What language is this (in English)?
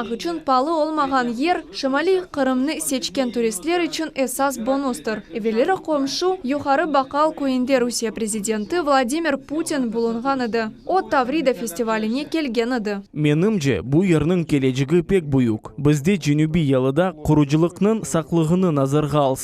Crimean Tatar